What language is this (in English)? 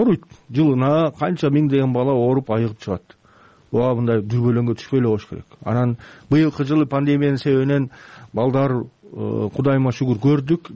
Kyrgyz